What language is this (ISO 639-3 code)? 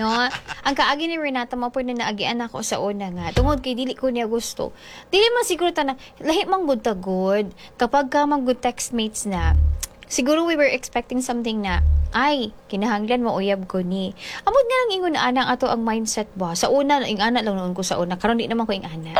ceb